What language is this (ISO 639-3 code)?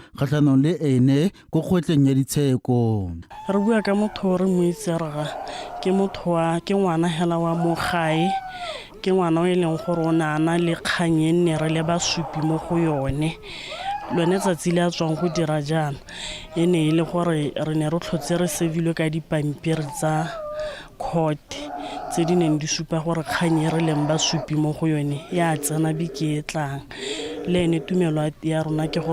tsn